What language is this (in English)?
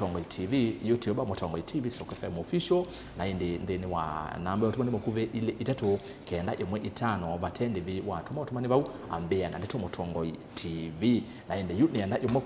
Kamba